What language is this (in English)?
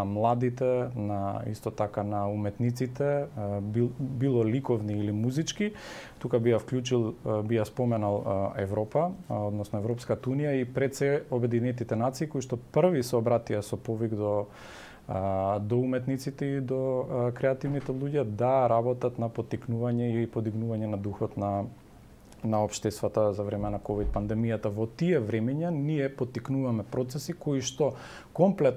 Macedonian